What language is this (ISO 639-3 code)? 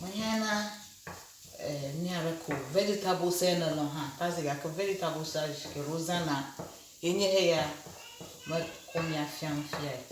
ewe